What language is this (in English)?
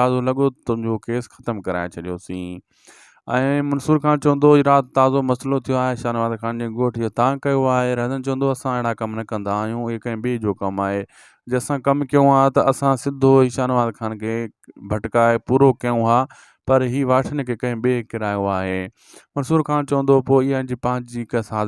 Sindhi